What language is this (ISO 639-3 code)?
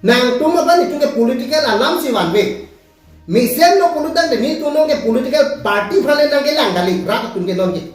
mjw